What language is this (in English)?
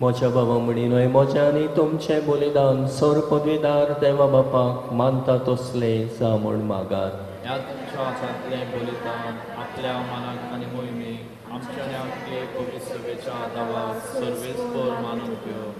Konkani